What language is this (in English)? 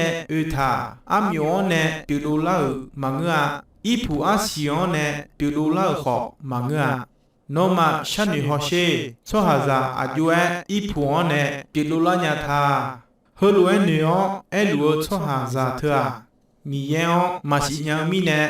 Akha